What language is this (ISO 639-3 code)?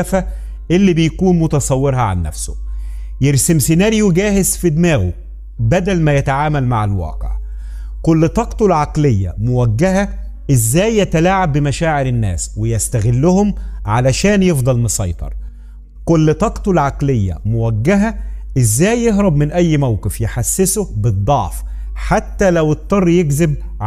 arz